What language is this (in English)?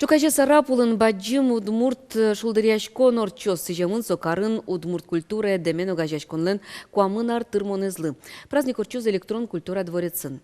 Udmurt